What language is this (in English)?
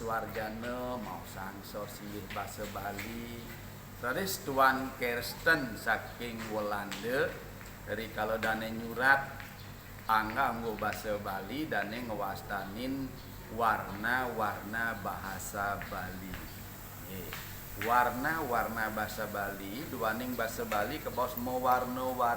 Balinese